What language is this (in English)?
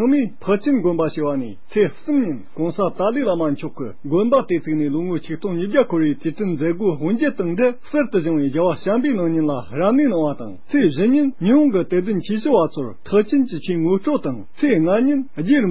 Tibetan